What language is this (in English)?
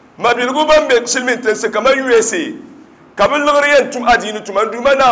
Dagbani